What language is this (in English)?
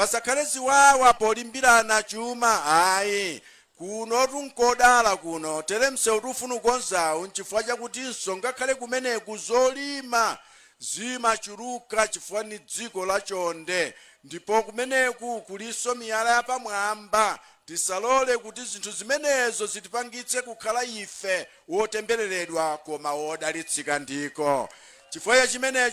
Nyanja